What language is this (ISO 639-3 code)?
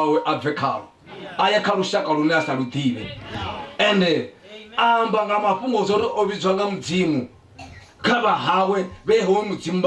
ven